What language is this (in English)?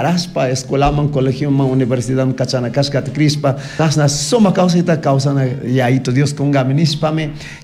Chimborazo Highland Quichua